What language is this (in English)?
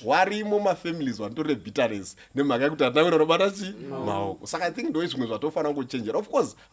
Shona